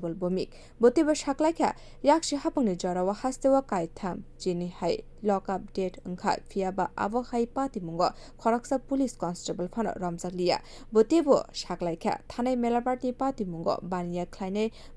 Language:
Kok Borok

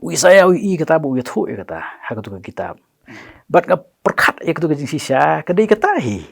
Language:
Khasi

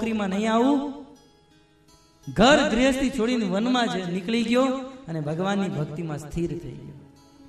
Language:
Gujarati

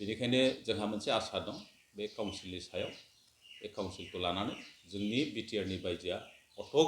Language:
Bodo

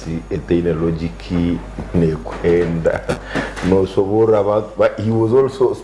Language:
Nyankole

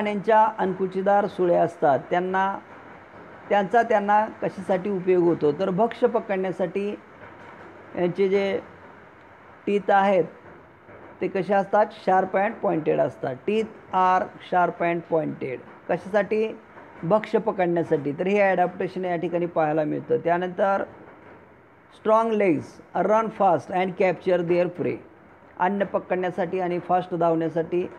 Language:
Marathi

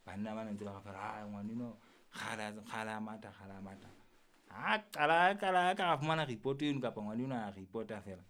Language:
Southern Sotho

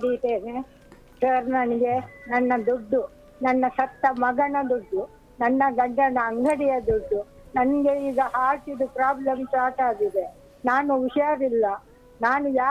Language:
Kannada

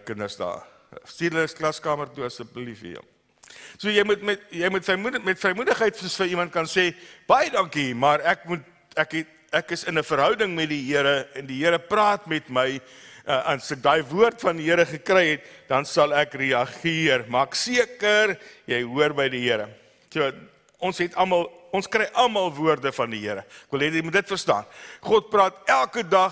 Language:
Afrikaans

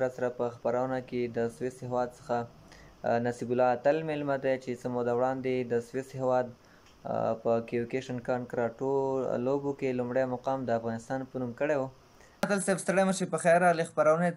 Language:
Pashto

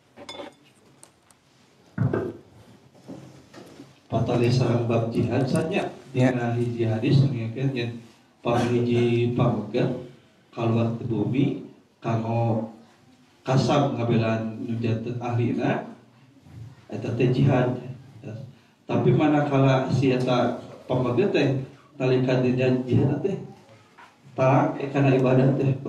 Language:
Sundanese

